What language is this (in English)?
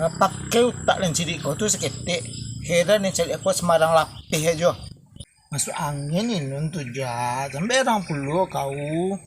Minangkabau